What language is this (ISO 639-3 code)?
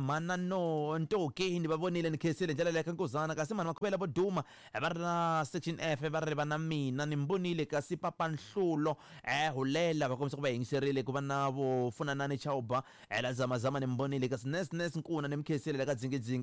tso